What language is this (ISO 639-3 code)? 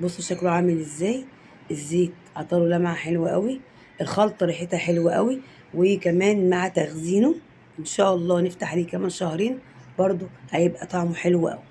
arz